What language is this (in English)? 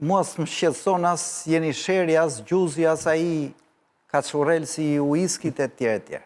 Albanian